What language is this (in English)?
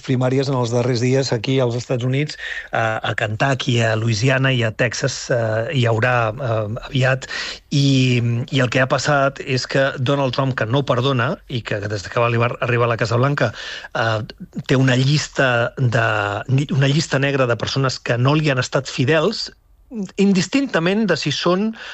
Catalan